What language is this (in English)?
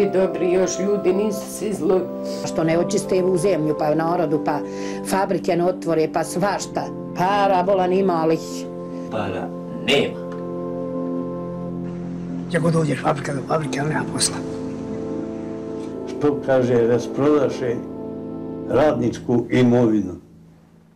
Bosnian